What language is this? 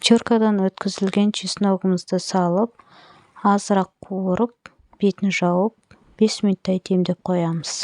Kazakh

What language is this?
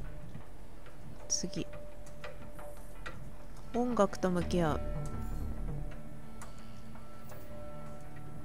Japanese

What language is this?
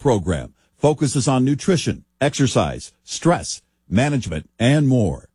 English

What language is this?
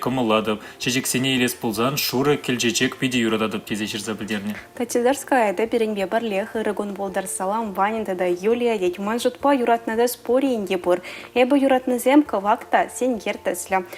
Chuvash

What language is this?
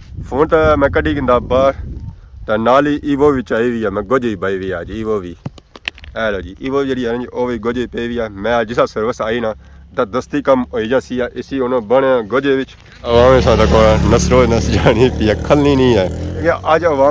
Pahari-Potwari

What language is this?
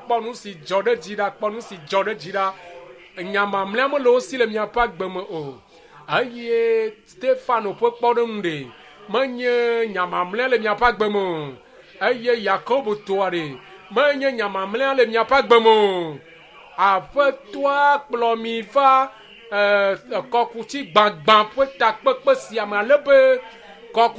Ewe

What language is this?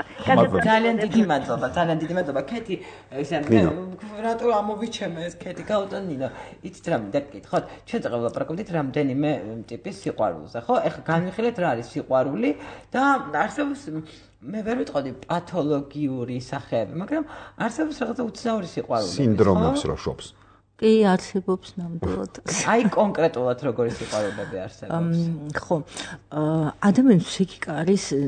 Georgian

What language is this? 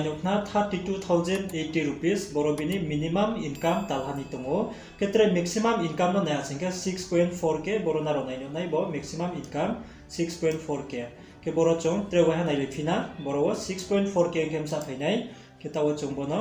Riang (India)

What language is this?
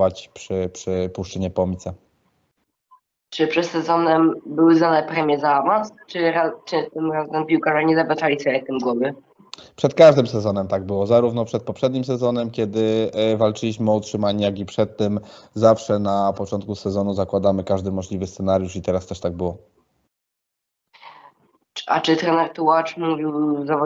Polish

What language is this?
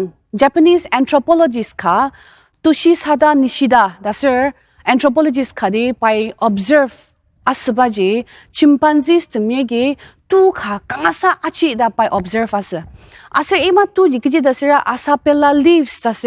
Ao Naga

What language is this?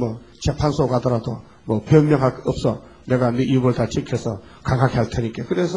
Korean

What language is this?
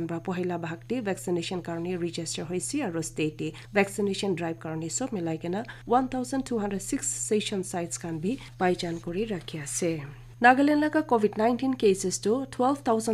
Naga Pidgin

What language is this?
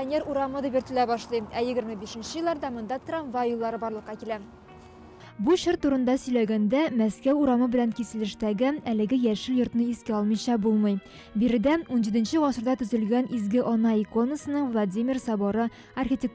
Tatar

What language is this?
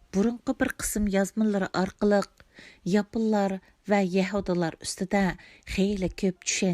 Uyghur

